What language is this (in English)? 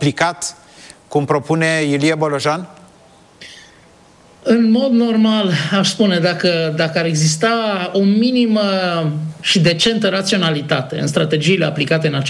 Romanian